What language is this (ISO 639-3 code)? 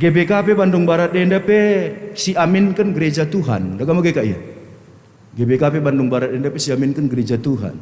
btx